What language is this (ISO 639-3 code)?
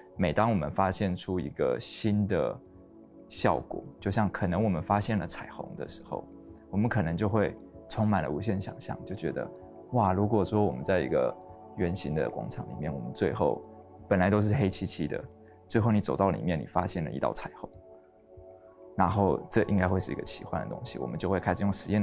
zho